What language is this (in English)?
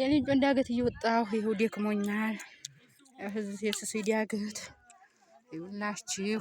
Amharic